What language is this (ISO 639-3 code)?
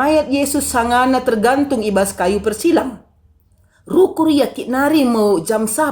btx